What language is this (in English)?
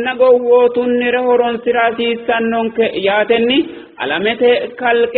Sidamo